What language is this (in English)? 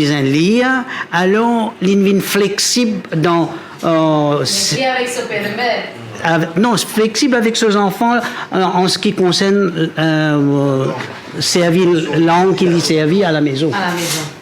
Morisyen